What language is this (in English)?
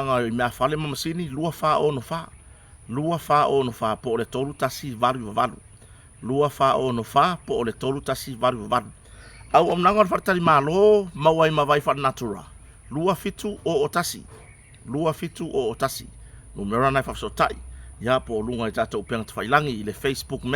Samoan